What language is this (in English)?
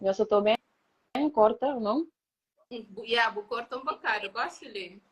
Kabuverdianu